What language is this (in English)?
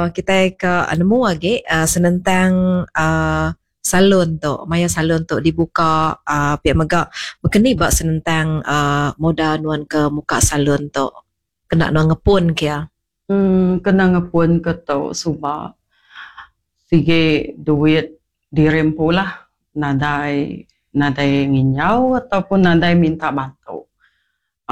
Iban